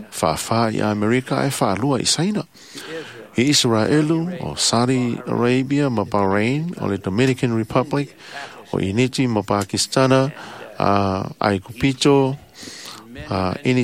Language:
Samoan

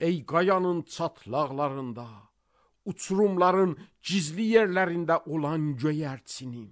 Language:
Azerbaijani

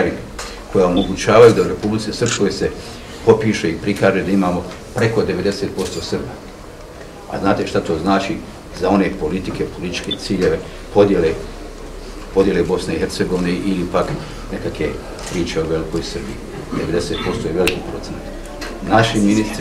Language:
Bosnian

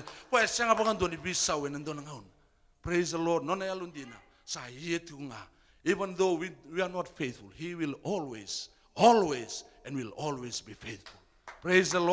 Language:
Fijian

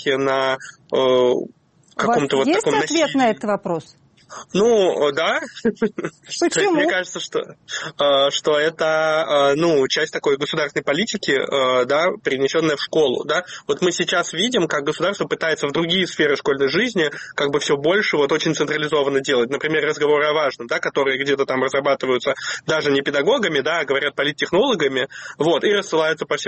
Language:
Russian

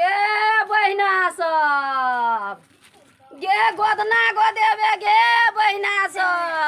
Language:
Maithili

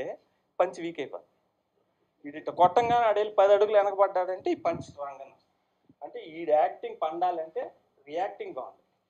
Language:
Telugu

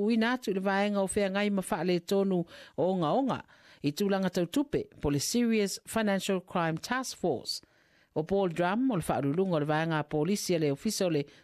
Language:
Samoan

